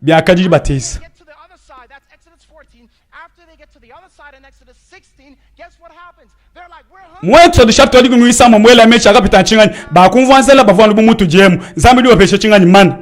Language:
Luba-Lulua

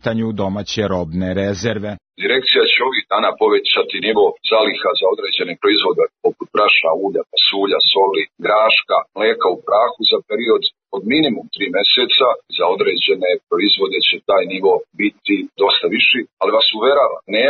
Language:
Serbian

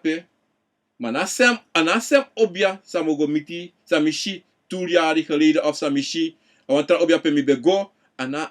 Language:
Sranan Tongo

